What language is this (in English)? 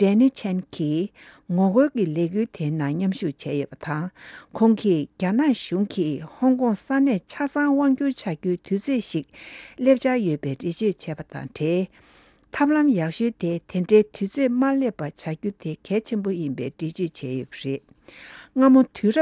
Tibetan